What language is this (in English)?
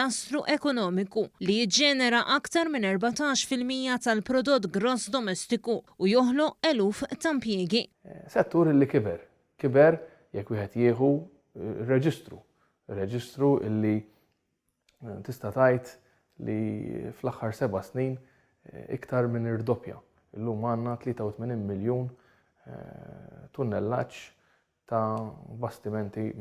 Maltese